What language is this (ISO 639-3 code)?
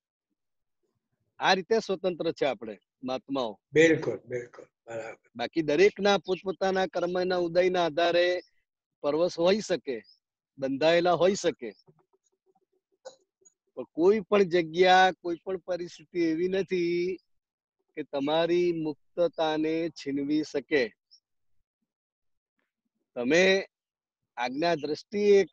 guj